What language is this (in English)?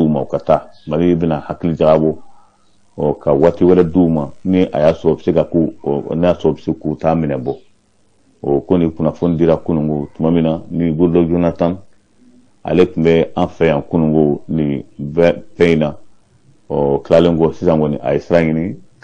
Bambara